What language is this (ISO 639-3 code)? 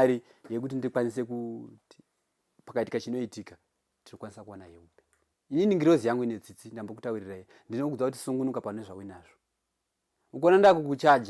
sna